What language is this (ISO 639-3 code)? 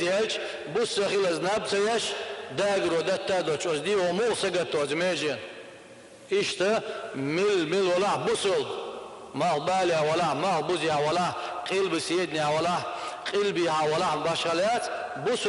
che